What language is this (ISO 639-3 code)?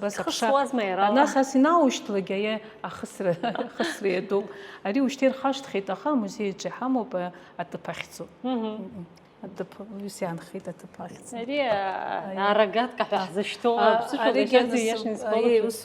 abk